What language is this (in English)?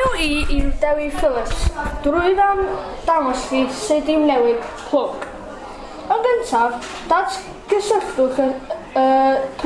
Welsh